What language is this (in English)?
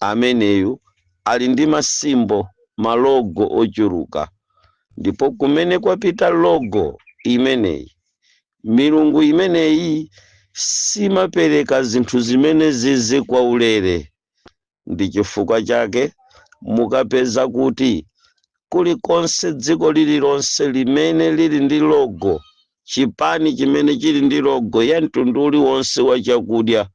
Nyanja